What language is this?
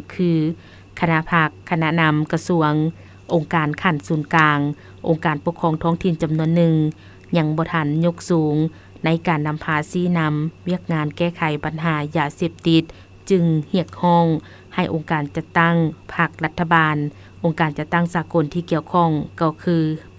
Lao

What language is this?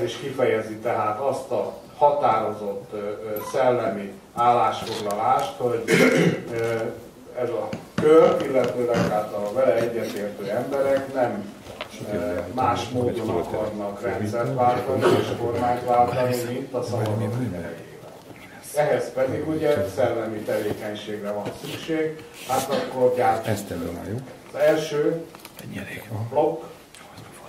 Hungarian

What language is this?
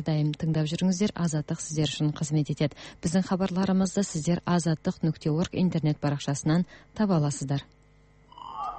Kazakh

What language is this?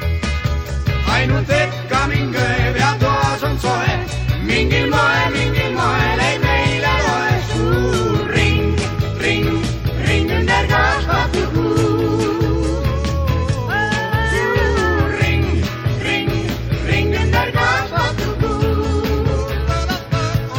Estonian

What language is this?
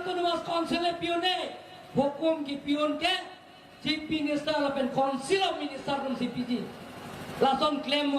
Karbi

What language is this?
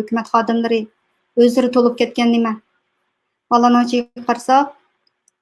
Uyghur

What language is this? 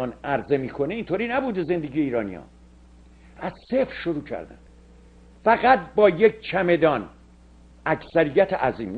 Persian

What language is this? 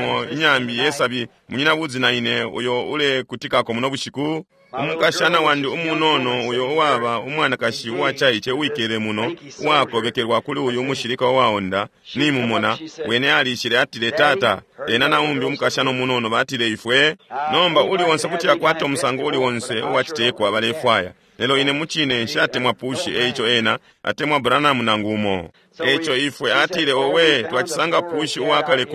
Bemba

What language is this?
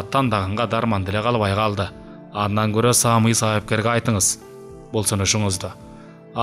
Kyrgyz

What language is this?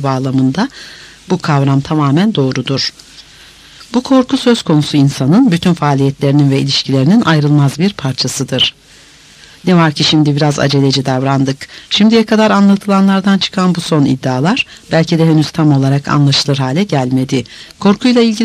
Turkish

